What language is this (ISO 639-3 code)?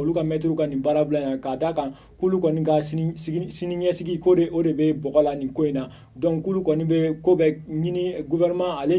bam